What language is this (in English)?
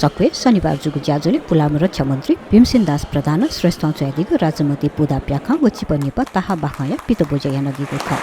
Newari